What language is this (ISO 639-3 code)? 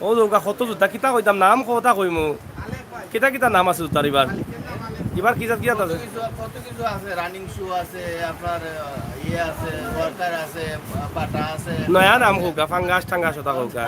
syl